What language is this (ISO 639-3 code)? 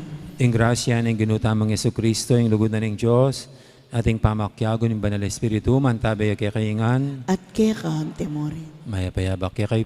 pam